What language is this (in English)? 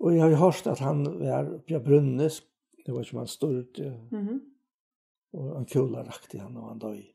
Faroese